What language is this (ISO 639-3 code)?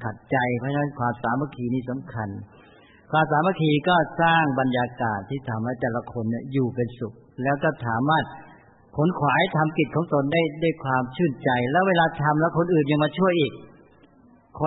tha